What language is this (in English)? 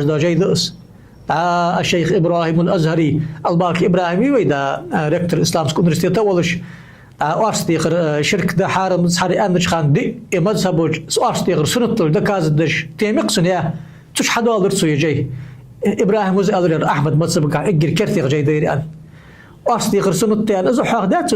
Ingush